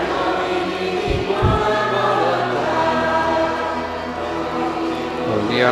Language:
Italian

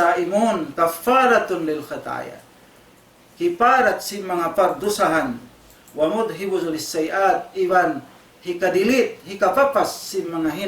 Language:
Tausug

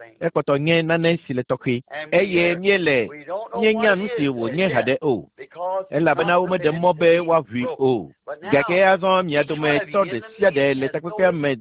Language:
Ewe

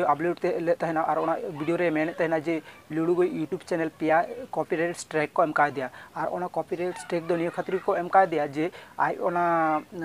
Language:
Santali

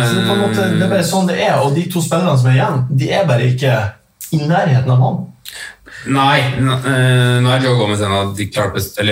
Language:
Norwegian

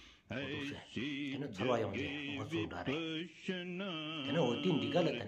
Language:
Stod Bhoti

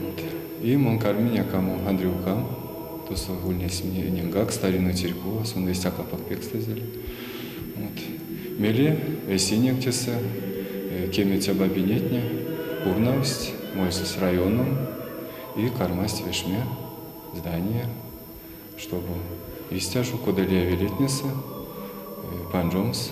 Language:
Erzya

